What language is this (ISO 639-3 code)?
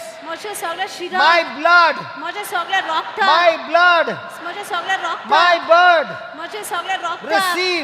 kok